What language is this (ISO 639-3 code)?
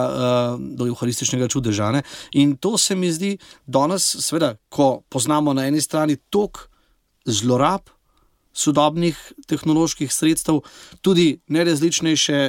slv